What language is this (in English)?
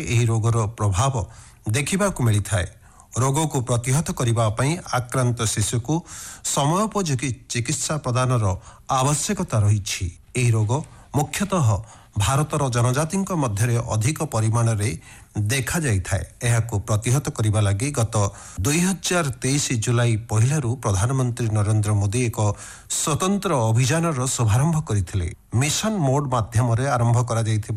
Odia